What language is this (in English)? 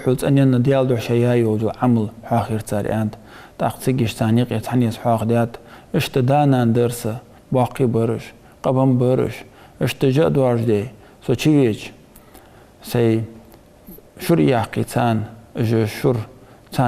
Ingush